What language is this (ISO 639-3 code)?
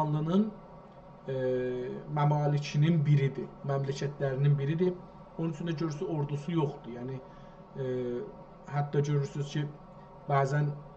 azb